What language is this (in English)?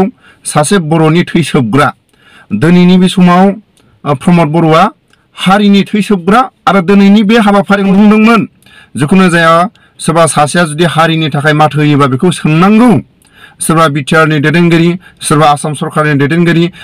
Bodo